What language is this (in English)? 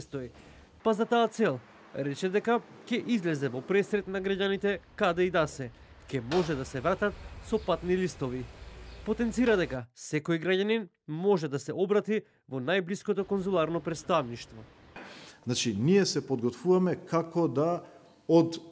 Macedonian